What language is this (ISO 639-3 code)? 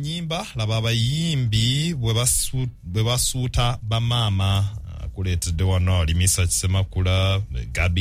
lug